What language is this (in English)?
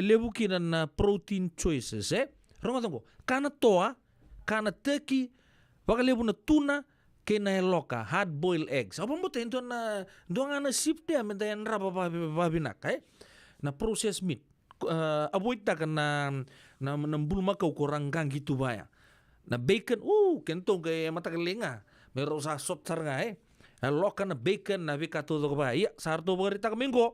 Fijian